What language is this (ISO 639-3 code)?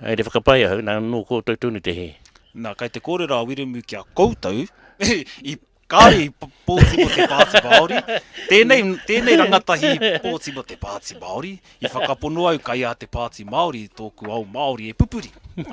mri